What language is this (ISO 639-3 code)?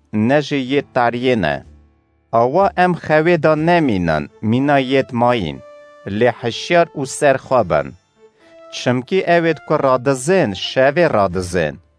kur